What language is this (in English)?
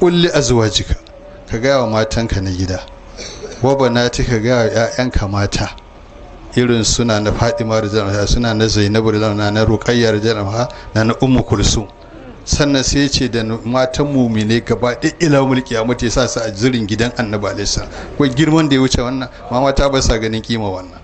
Hausa